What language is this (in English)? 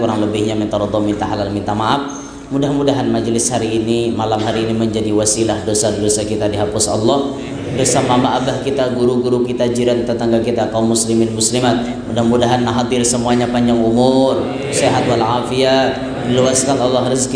Banjar